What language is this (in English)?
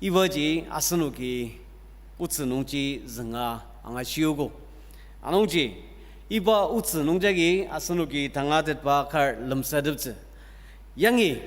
Ao Naga